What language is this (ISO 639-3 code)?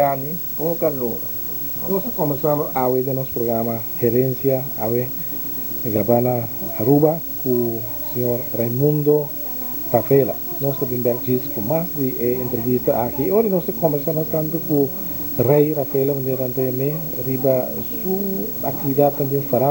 pap